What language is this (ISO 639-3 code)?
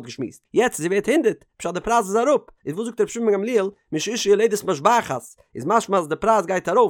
yid